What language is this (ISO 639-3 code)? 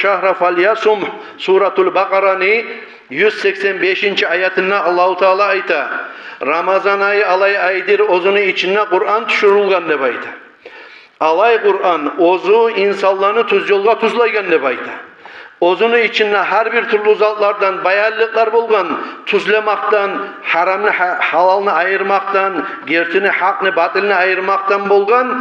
kum